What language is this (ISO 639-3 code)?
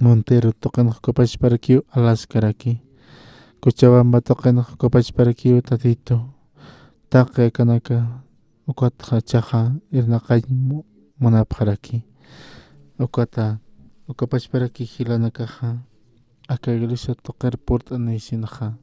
aym